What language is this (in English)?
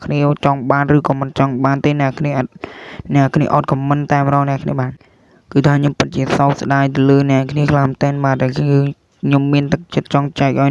Khmer